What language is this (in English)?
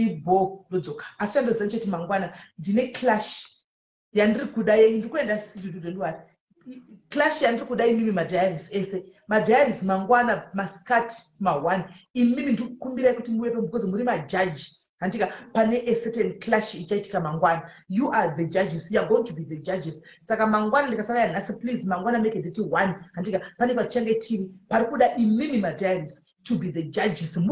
Shona